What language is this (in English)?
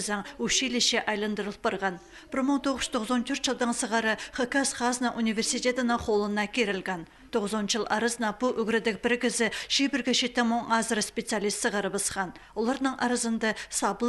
Khakas